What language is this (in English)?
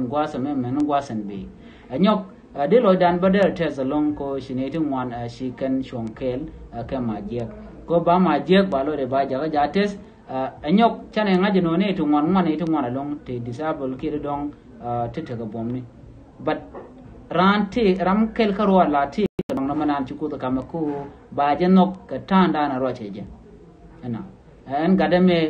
Nuer